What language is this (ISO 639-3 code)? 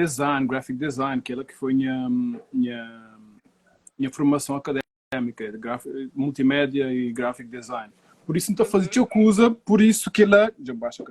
kea